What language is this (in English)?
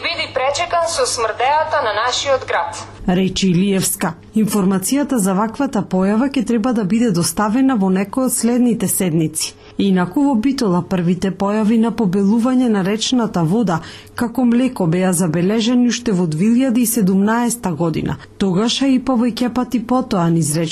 Macedonian